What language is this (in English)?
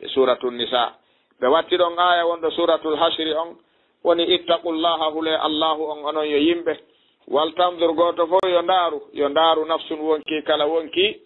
Fula